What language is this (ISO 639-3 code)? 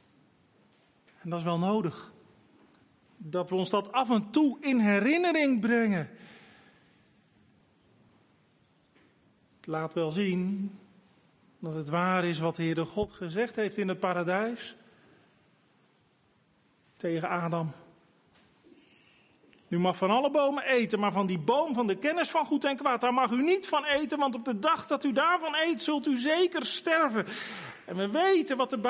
nld